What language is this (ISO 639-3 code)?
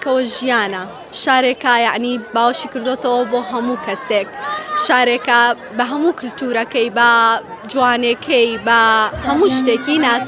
ckb